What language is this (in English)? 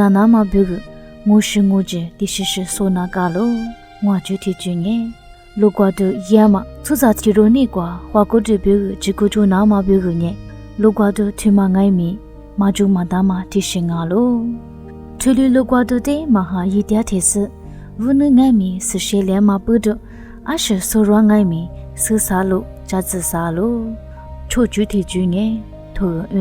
Lisu